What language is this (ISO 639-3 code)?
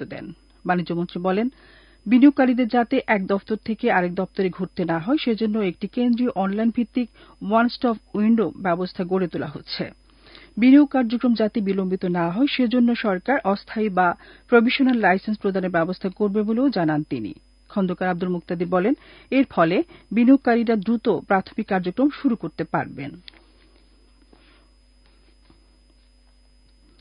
ben